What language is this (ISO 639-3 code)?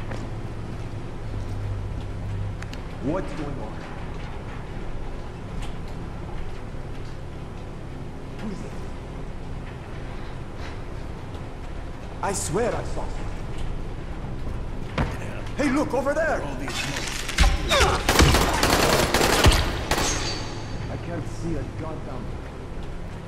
eng